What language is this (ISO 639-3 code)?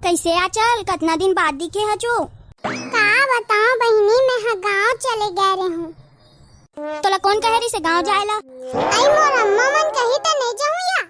hne